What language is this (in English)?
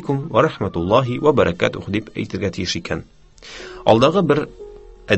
Tatar